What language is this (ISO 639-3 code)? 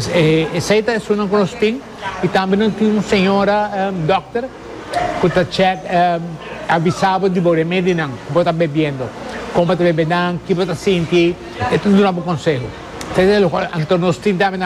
pap